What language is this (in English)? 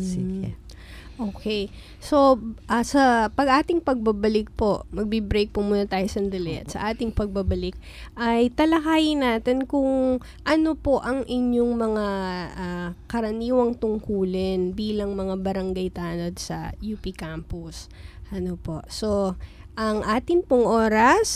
Filipino